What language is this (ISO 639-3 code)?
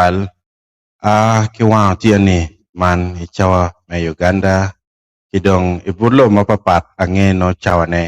ach